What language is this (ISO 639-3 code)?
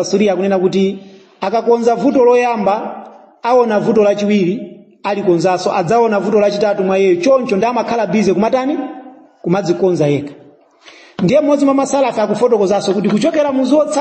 nya